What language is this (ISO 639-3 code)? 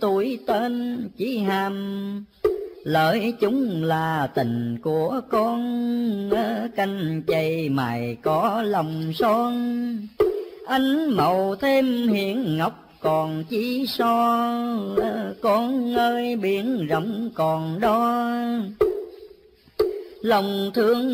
vie